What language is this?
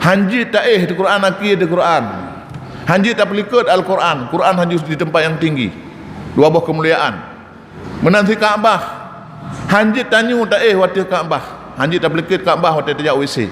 Achinese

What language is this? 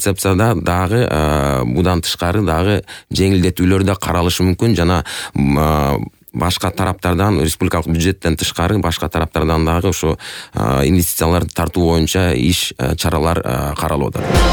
Kyrgyz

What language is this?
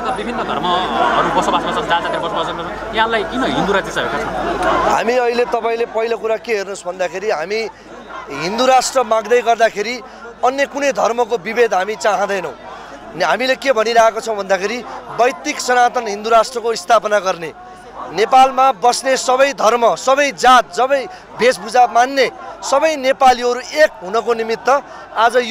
Nepali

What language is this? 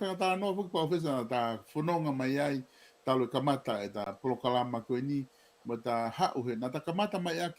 Tongan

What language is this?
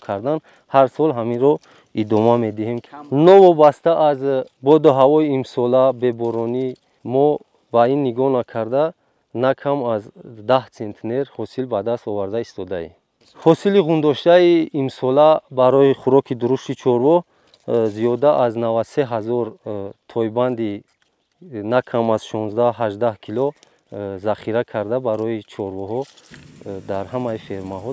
Tajik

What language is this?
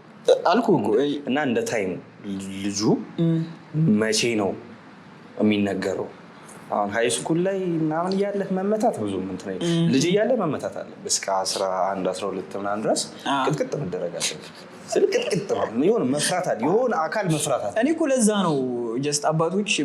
Amharic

